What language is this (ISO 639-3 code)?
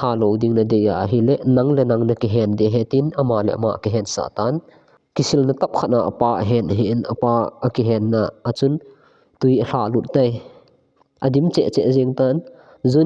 tcz